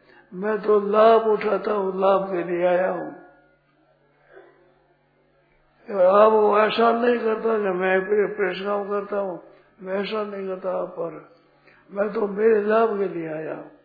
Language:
Hindi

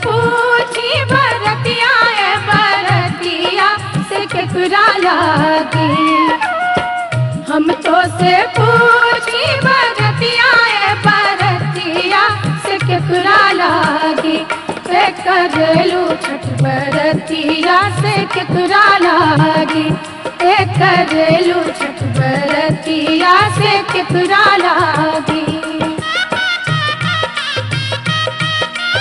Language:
Bhojpuri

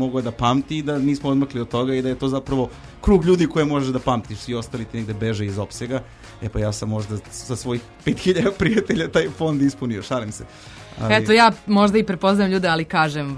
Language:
Serbian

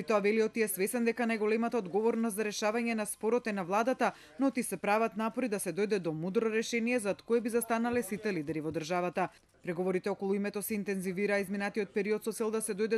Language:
Macedonian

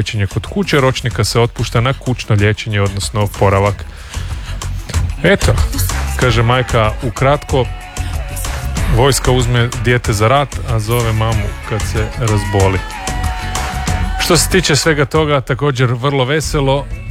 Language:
Croatian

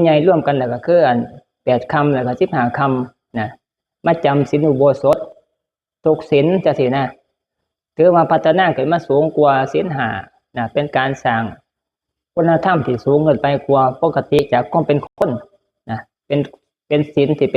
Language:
Northeastern Thai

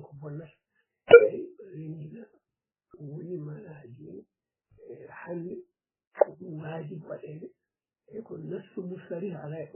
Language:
Fula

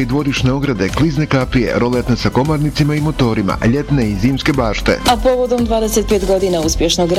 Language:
Bosnian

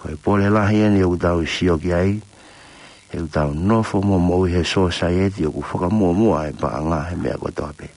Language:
Tongan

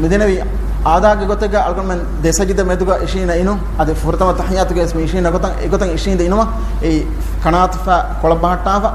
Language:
Divehi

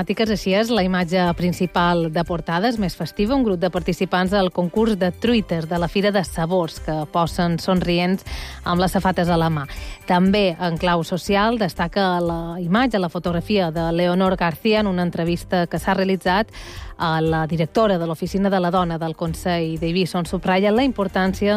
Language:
Catalan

